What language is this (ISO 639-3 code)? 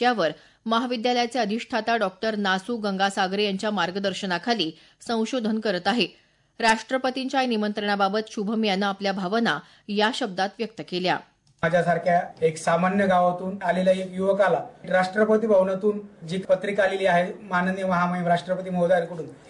mar